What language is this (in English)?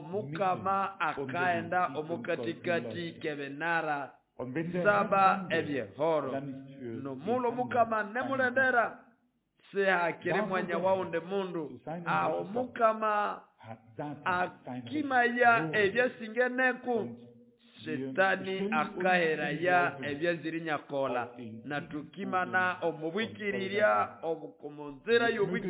Nande